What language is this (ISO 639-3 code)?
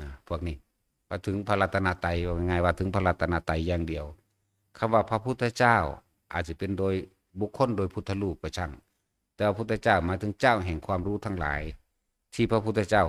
tts